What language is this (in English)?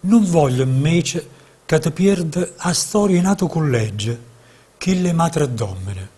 Neapolitan